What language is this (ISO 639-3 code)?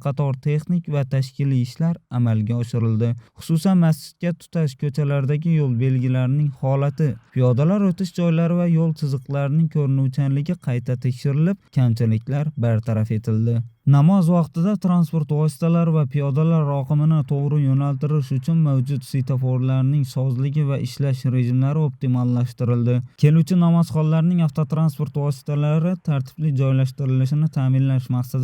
uzb